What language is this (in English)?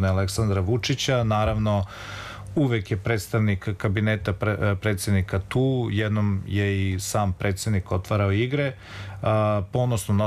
Serbian